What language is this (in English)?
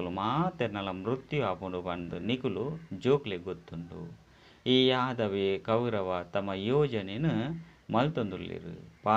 Tulu